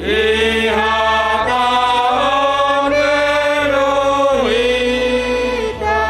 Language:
Batak Simalungun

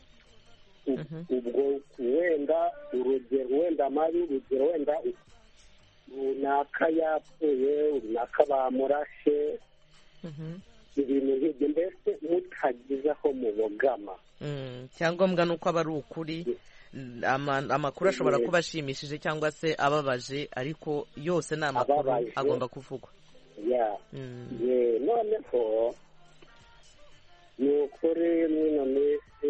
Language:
Kinyarwanda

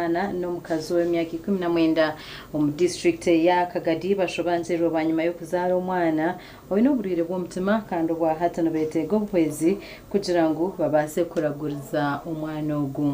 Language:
Nyankole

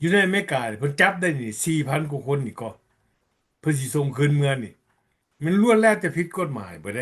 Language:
Lao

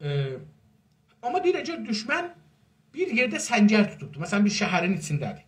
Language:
South Azerbaijani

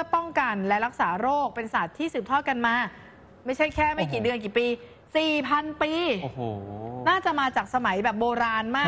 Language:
Thai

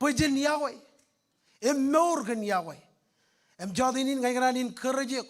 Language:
Marshallese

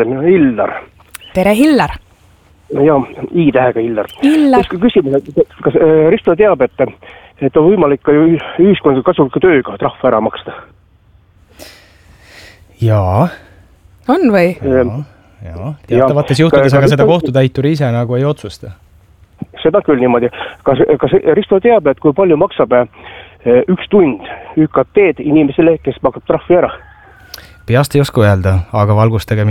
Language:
Estonian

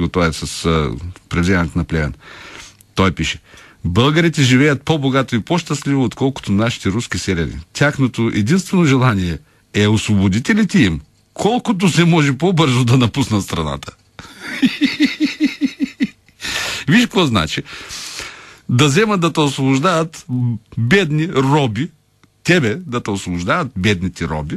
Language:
Bulgarian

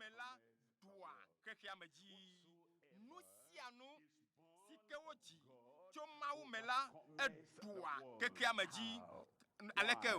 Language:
Ewe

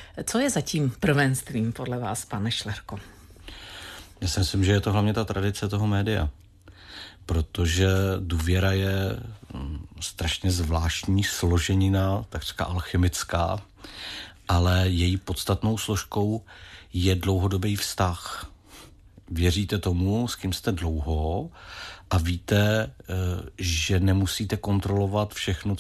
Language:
Czech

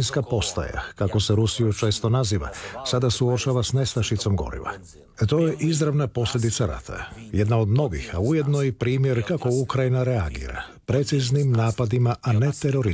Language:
Croatian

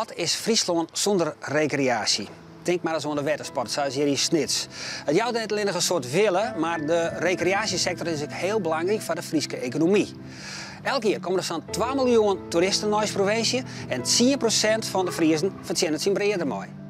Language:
Western Frisian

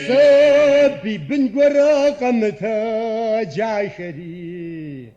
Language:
Kabardian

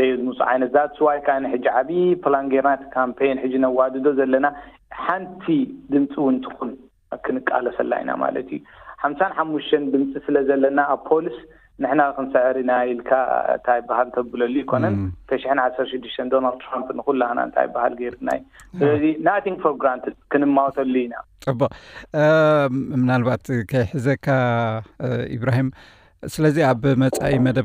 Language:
Tigrinya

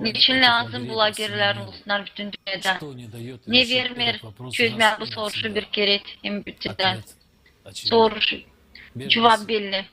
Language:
Gagauz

